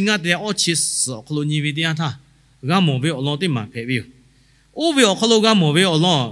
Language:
Lahu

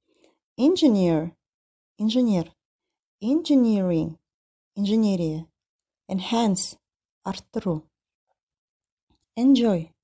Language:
Kazakh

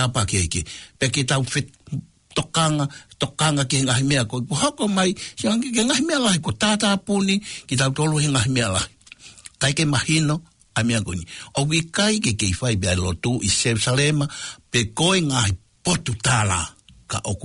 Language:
Tongan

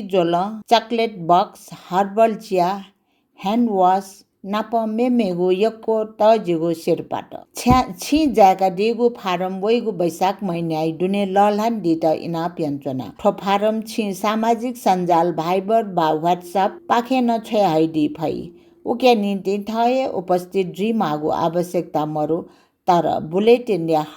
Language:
Newari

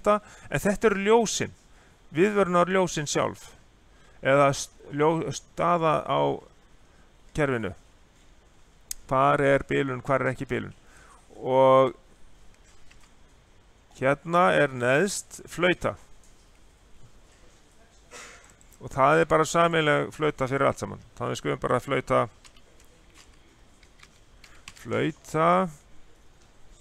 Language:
Icelandic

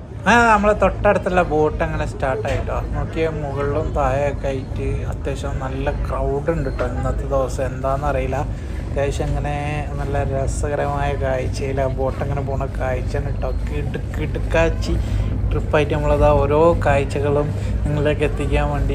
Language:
Malayalam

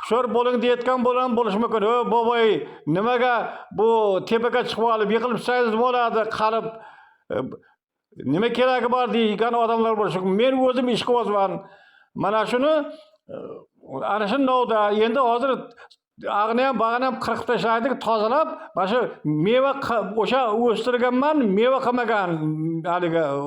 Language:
Uzbek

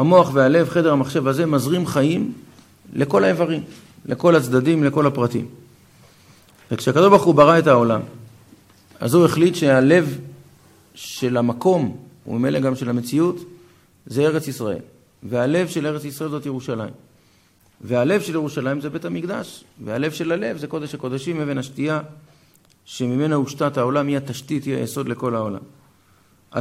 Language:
Hebrew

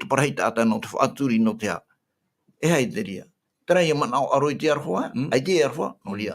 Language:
Tahitian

